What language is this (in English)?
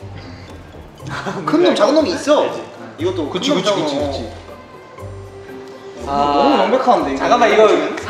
Korean